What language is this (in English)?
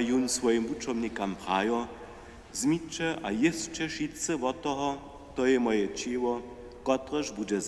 Upper Sorbian